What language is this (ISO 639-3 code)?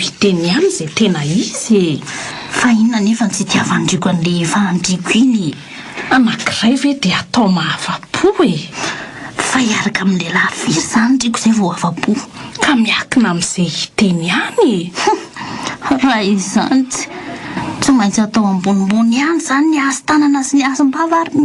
mlg